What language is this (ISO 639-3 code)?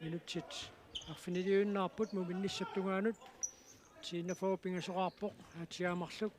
kal